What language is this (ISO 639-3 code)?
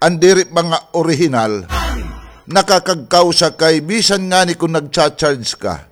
war